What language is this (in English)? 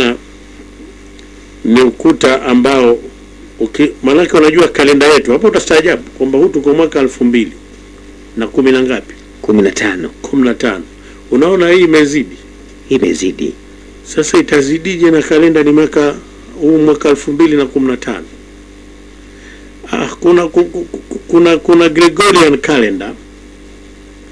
Swahili